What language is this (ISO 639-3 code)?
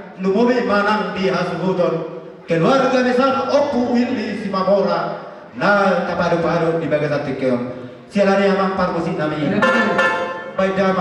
bbc